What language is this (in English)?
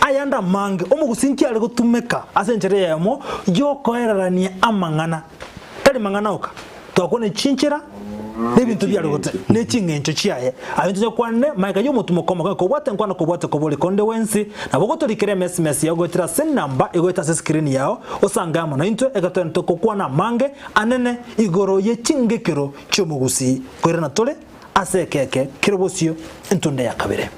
Gusii